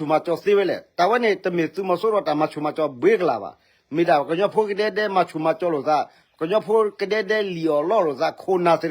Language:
S'gaw Karen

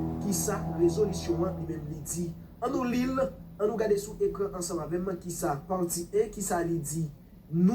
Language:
Haitian Creole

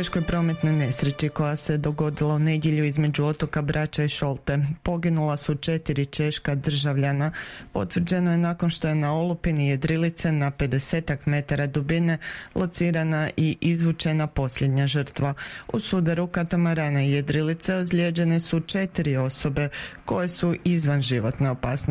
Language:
Croatian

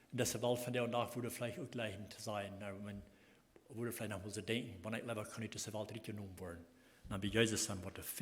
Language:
Plautdietsch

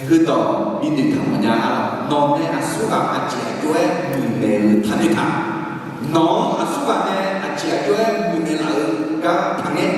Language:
Akha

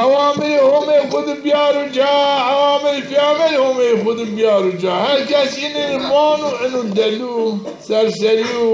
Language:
Zaza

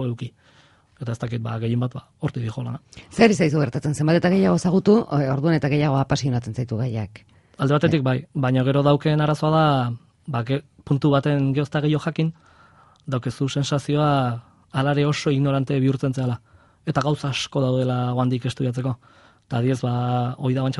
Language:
Basque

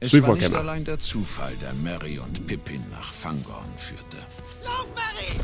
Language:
Bavarian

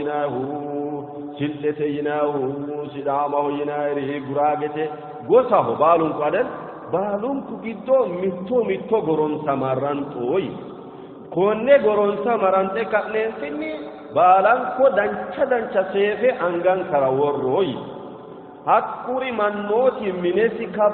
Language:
Sidamo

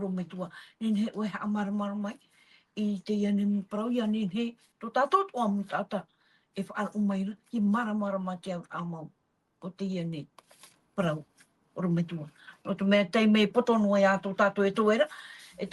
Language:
Tahitian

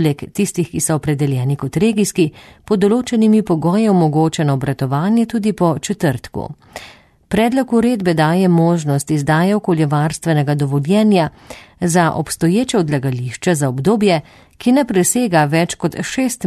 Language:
Slovenian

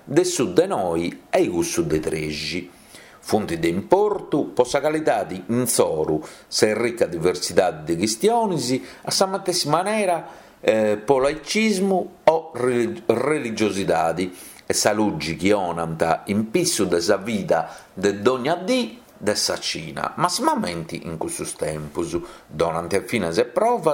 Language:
Sardinian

